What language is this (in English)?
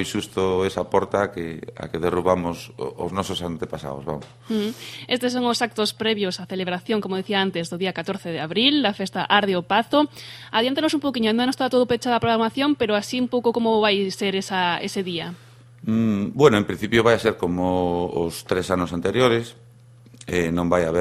Galician